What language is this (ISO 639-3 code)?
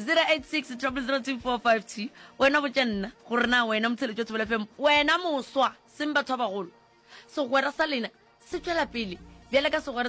nso